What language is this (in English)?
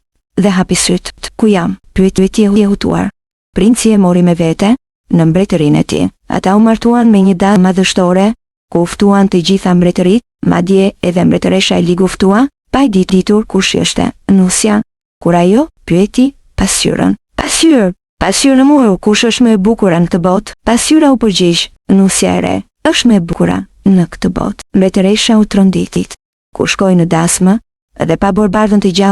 Albanian